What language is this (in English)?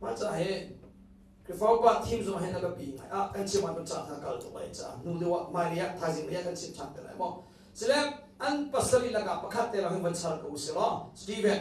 Hakha Chin